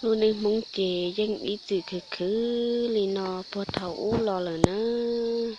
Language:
Hmong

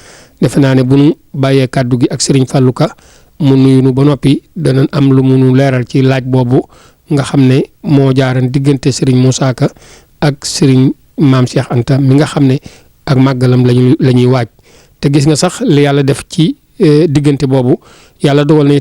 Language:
Wolof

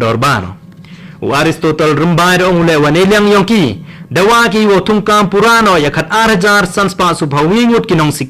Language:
Khasi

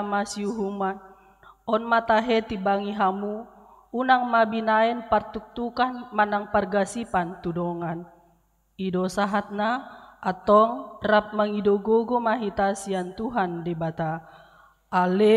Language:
Batak Toba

